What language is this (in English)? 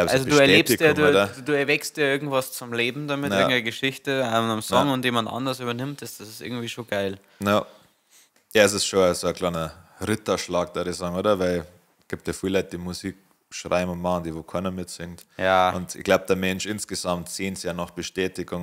Bavarian